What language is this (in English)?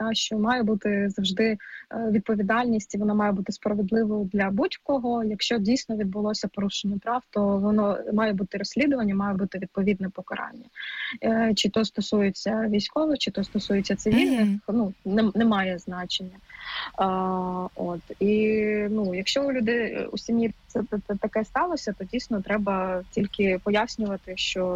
Ukrainian